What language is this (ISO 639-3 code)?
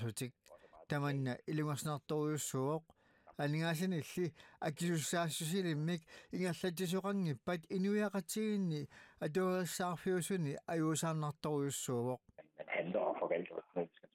kal